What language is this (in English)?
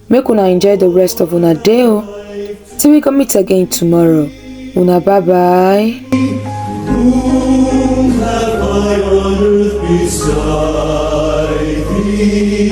Nigerian Pidgin